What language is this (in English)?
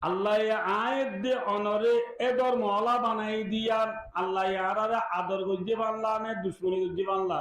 Rohingya